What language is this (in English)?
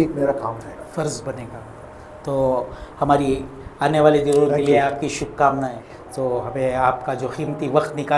Hindi